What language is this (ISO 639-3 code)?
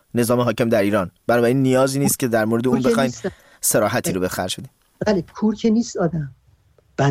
fas